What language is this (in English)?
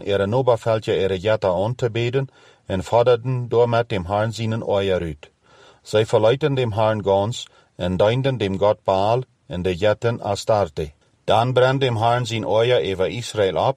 Plautdietsch